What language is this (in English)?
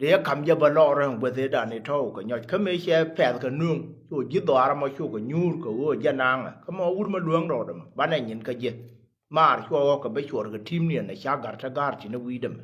Nuer